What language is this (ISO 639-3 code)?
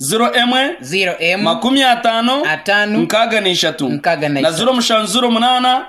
nyn